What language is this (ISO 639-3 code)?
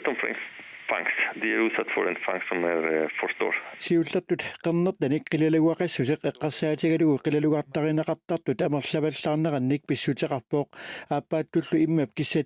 kal